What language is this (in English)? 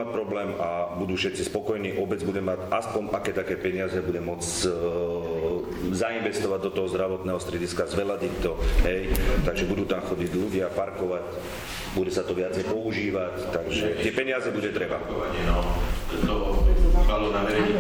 Slovak